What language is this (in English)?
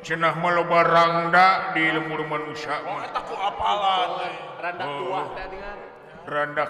Sundanese